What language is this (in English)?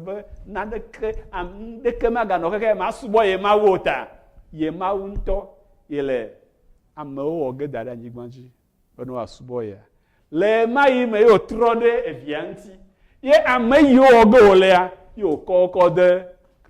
Ewe